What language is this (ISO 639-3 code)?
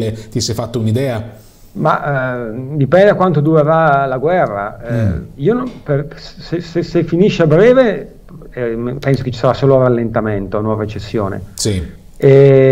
ita